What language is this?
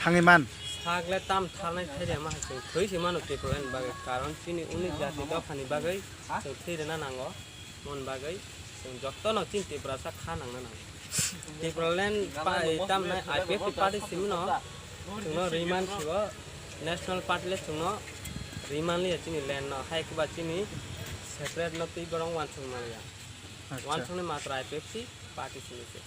Kok Borok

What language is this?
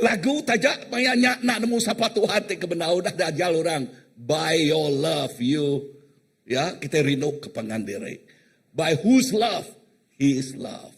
Iban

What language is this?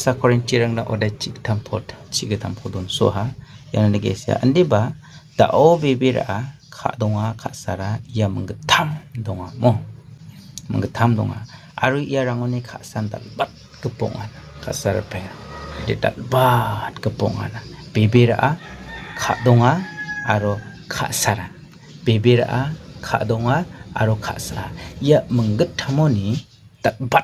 Garo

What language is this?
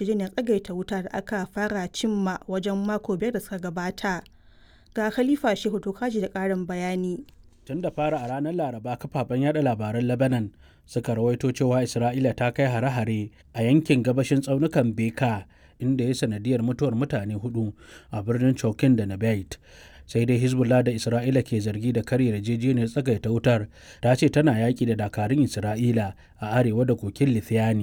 Hausa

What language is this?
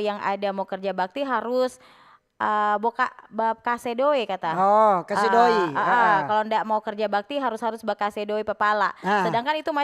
Manado Malay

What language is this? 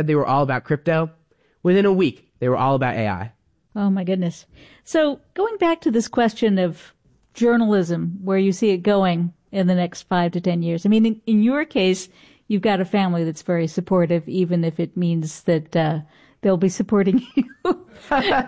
English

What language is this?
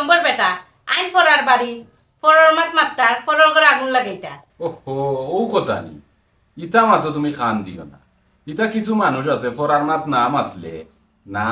Sylheti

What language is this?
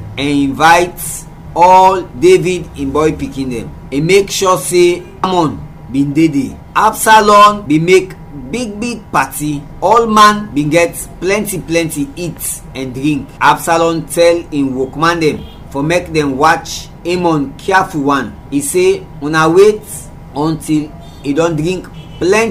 Krio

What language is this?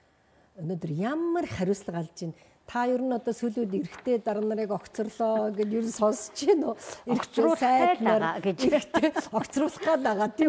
Mongolian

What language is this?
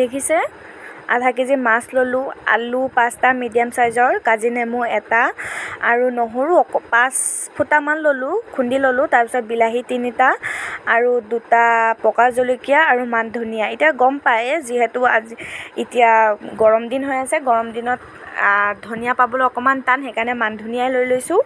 Assamese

